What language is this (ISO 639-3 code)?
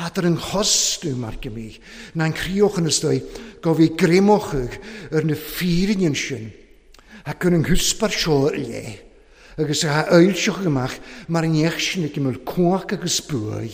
cym